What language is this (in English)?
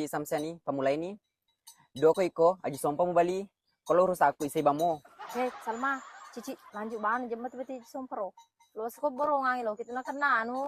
Buginese